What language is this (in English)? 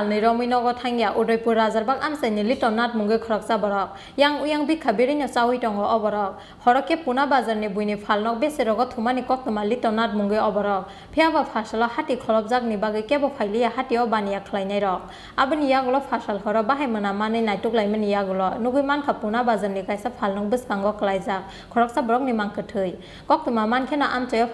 Kok Borok